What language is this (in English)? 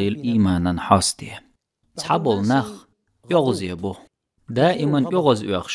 Chechen